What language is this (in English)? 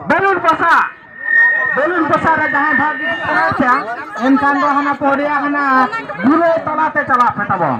Santali